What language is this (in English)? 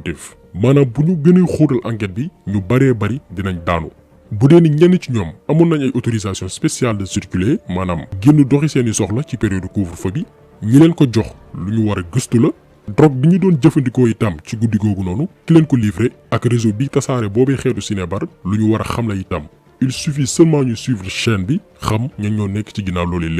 Wolof